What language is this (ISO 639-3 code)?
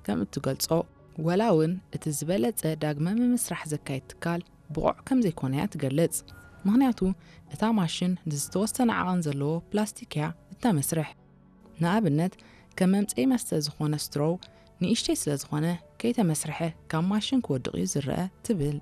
tir